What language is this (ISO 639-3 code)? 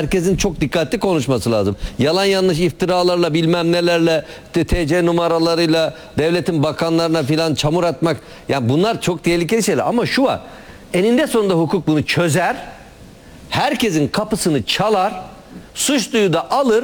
tur